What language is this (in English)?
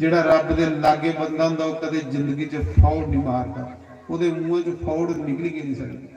Dogri